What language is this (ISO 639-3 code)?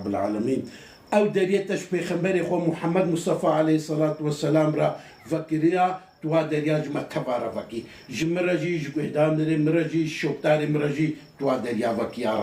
kur